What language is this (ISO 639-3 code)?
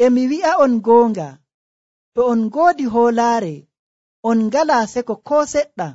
fuv